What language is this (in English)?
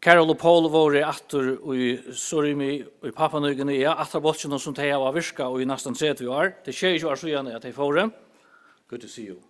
Faroese